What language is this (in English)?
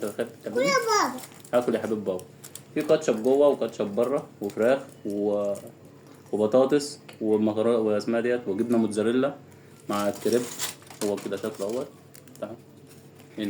Egyptian Arabic